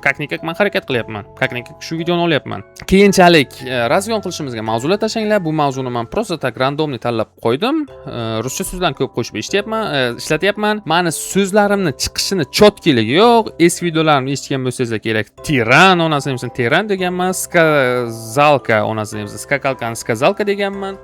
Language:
Uzbek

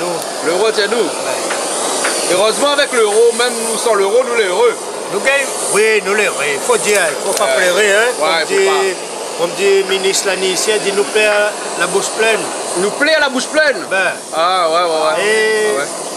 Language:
Réunion Creole French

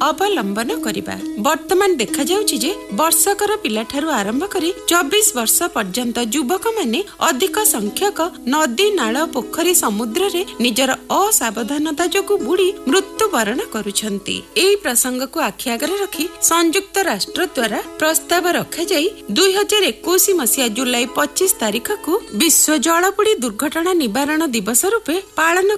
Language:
Odia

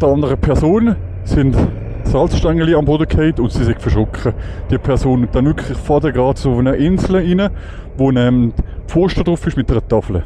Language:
Swiss German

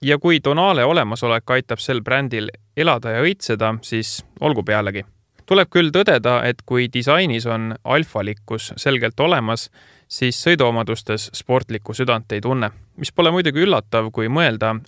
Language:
Estonian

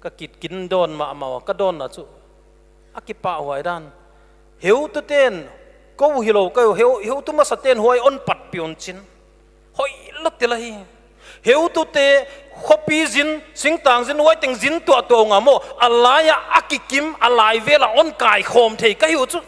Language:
Paite Chin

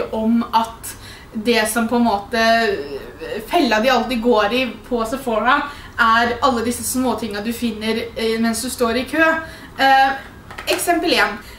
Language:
Norwegian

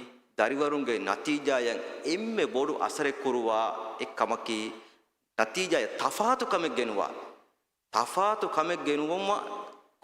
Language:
Divehi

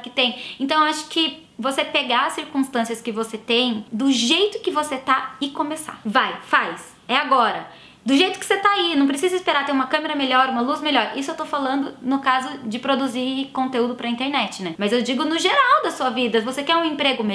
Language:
Portuguese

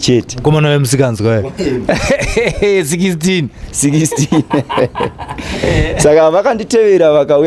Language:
Shona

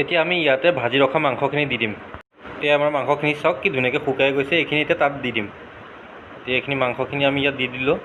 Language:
Assamese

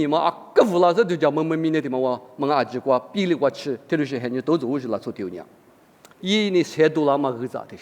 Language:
Lisu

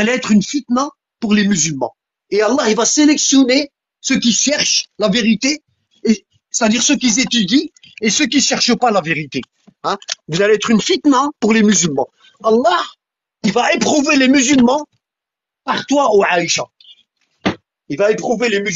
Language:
French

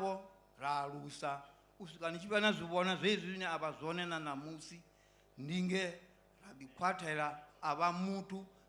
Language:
Venda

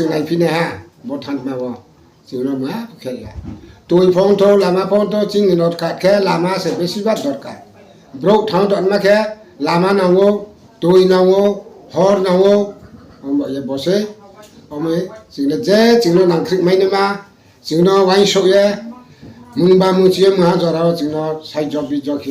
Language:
Riang (India)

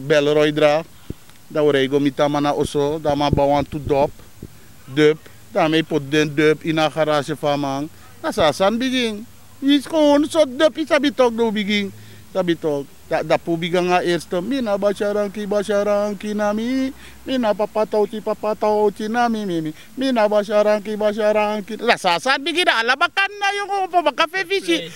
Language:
Sranan Tongo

